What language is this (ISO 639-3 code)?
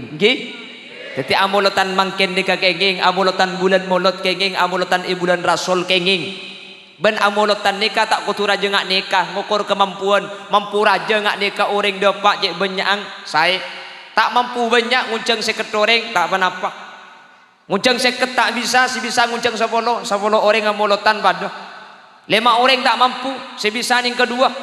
mad